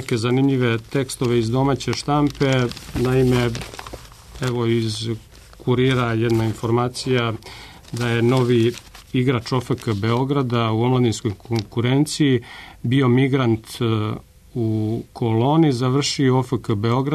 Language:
Serbian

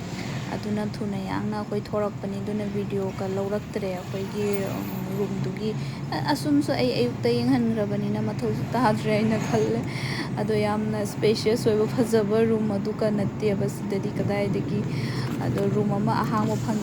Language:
Manipuri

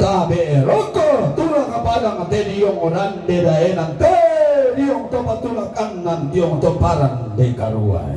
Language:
Toraja-Sa'dan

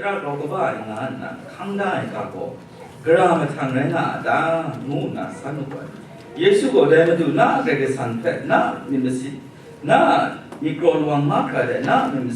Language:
Kachin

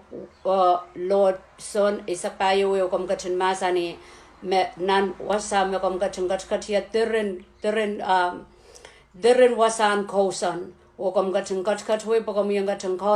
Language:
Pohnpeian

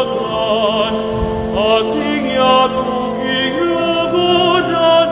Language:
Pampanga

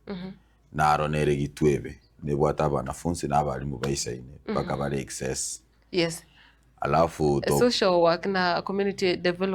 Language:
Gusii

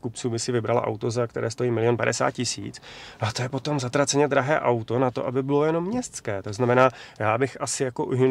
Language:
Czech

